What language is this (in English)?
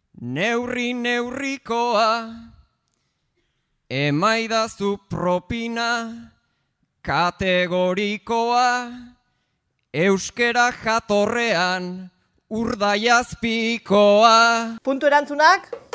Basque